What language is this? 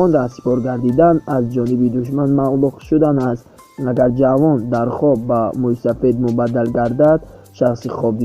Tajik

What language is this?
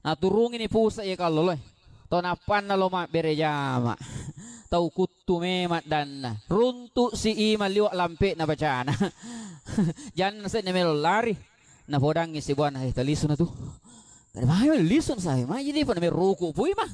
Buginese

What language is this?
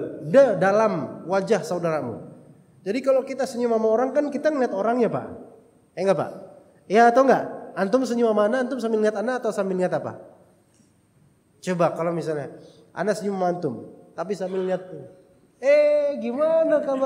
Indonesian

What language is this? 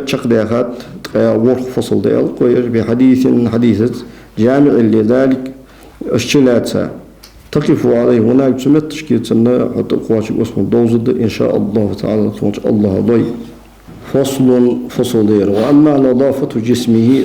Ingush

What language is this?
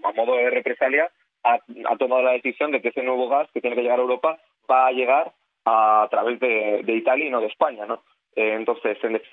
Spanish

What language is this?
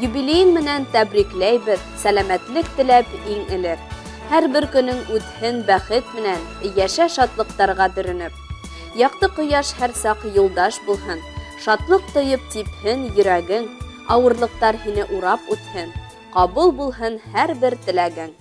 Bashkir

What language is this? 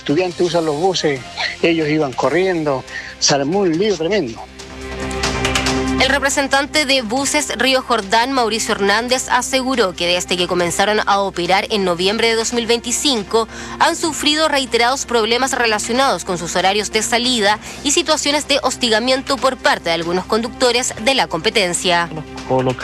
Spanish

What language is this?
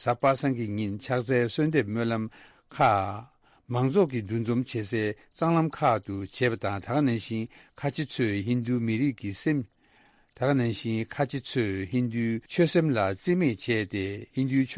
Tibetan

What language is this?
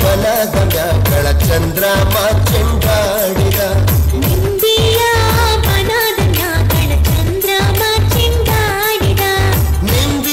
Kannada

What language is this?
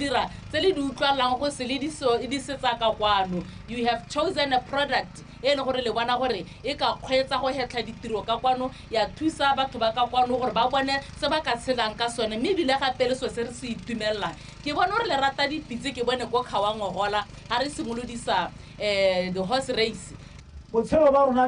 Tswana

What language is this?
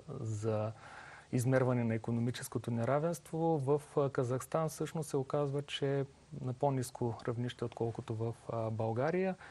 Bulgarian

